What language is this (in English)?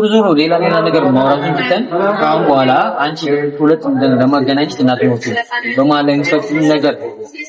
Amharic